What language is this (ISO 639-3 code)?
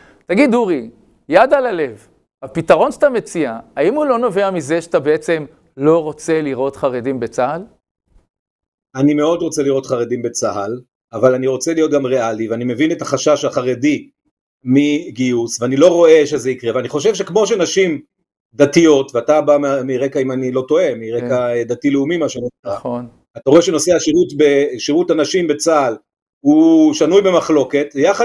heb